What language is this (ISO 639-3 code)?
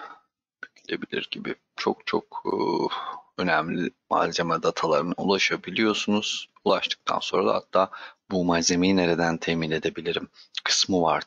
tur